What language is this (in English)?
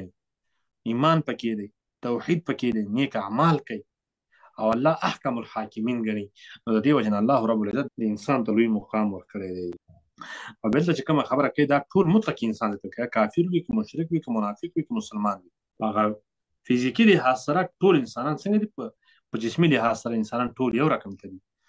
Pashto